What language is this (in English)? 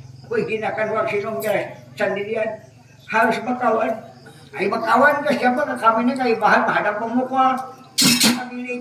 Banjar